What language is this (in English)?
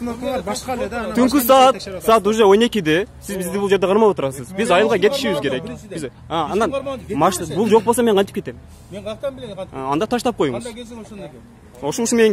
Kyrgyz